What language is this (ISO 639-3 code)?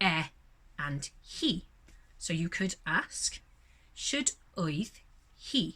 cym